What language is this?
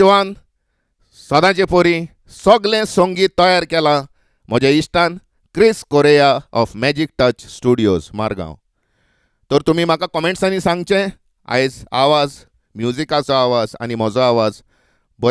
Konkani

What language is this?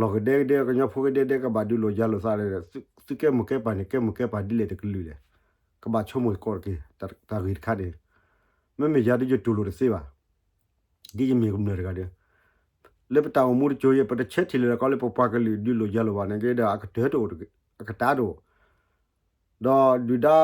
S'gaw Karen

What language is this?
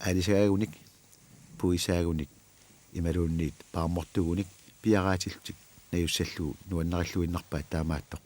Kalaallisut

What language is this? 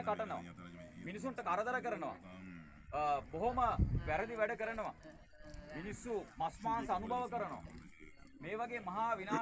Sinhala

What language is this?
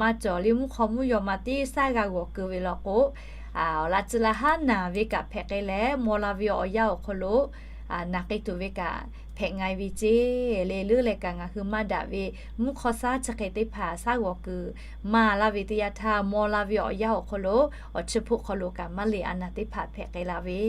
Lahu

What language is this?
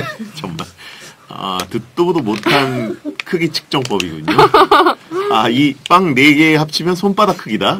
Korean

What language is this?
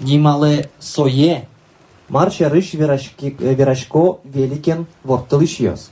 Udmurt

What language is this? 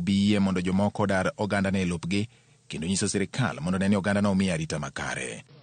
Luo (Kenya and Tanzania)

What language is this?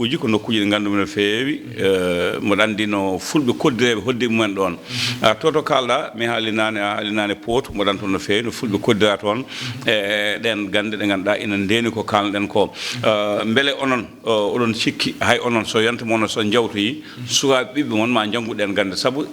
Fula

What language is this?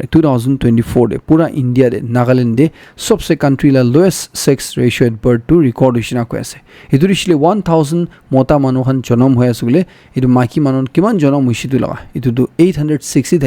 Naga Pidgin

